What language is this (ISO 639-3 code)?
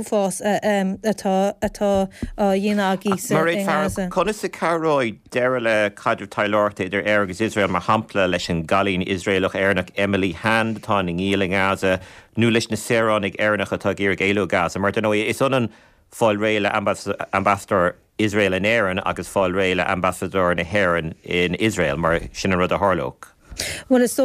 gle